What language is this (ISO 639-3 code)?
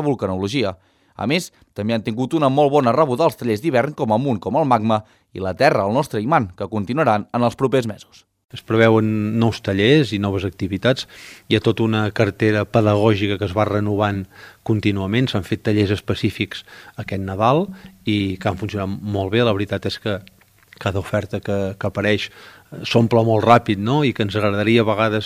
cat